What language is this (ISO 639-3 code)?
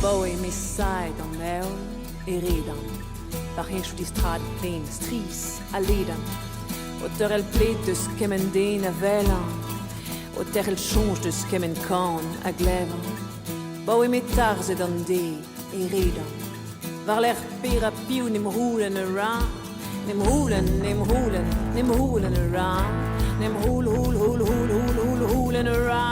bre